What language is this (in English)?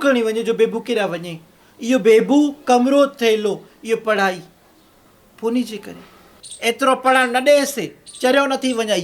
Sindhi